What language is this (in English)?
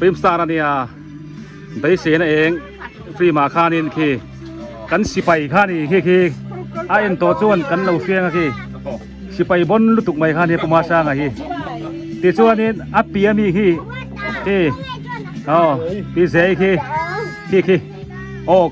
Biete